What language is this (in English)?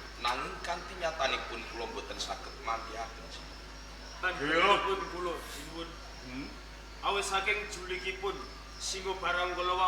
Javanese